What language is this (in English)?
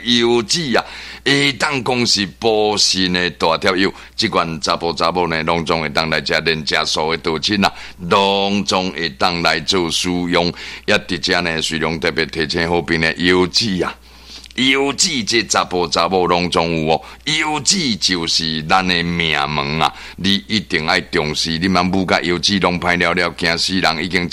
Min Nan Chinese